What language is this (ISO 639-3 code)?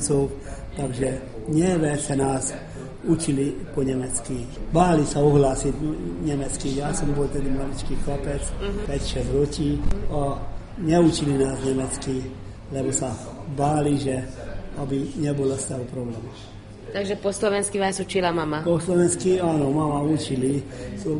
slk